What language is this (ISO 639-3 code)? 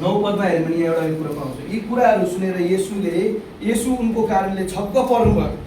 nep